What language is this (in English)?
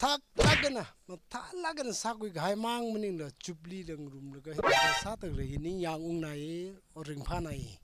Tangkhul Naga (India)